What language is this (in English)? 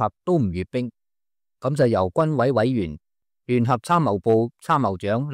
Cantonese